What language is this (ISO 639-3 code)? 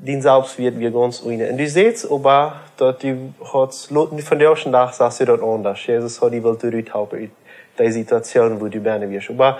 pdt